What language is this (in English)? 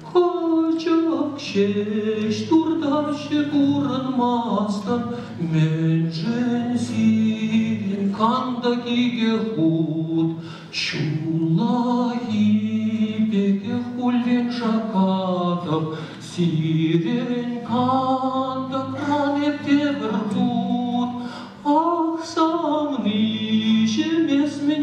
Chuvash